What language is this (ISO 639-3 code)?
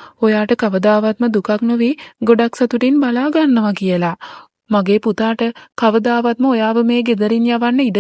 sin